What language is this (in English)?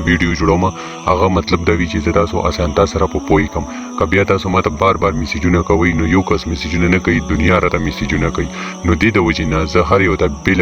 Pashto